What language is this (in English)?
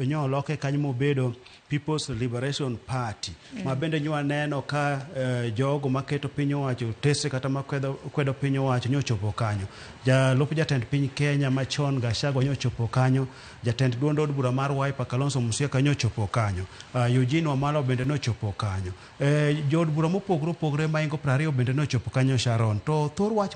Luo (Kenya and Tanzania)